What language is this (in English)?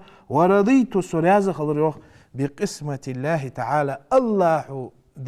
Ingush